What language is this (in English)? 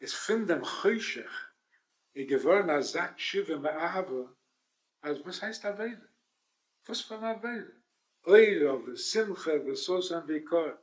Yiddish